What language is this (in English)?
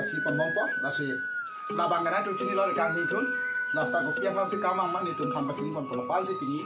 Karbi